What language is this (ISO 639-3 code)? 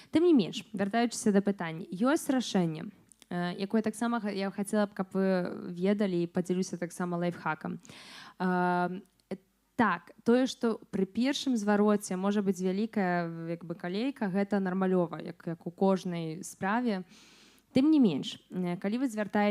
bel